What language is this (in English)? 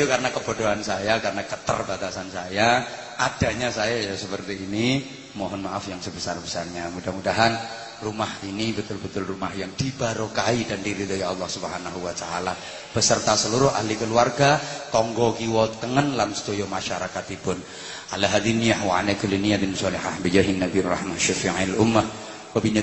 Javanese